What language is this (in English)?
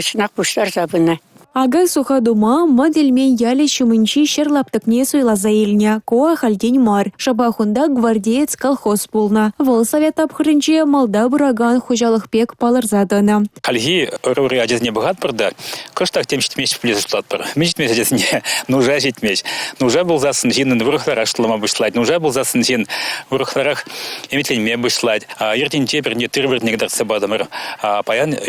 Chuvash